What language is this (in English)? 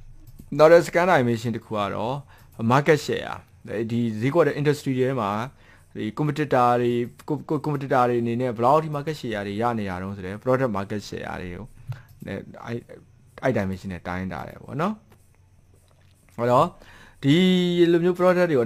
Burmese